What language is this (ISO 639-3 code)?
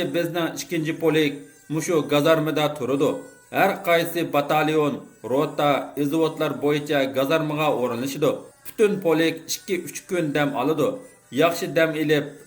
uig